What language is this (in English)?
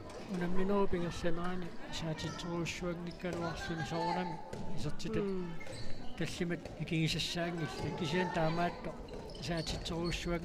Kalaallisut